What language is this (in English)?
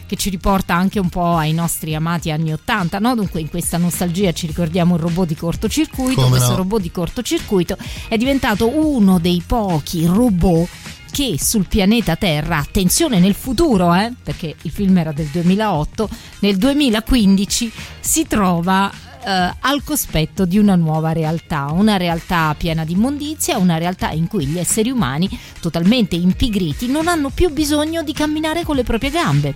Italian